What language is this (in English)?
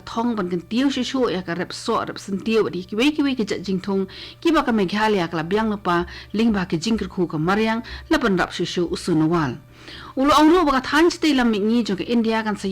Khasi